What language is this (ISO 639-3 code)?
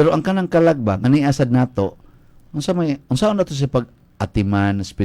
ceb